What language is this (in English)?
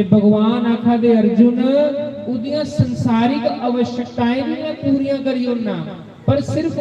Dogri